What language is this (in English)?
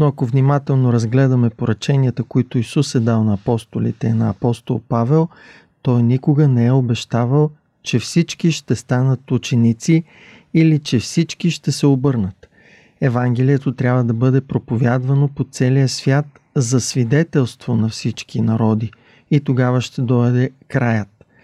Bulgarian